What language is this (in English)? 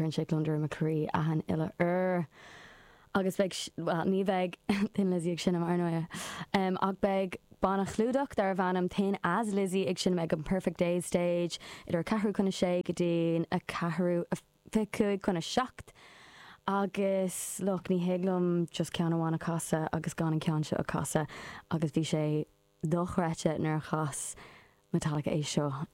Irish